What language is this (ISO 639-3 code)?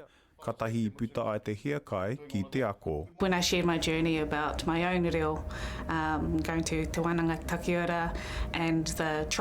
mri